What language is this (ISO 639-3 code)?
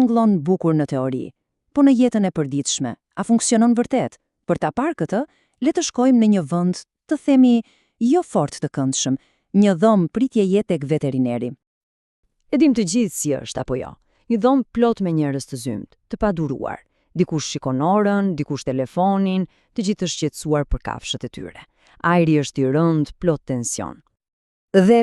sqi